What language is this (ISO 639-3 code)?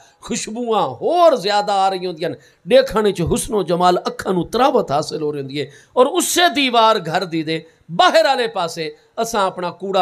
skr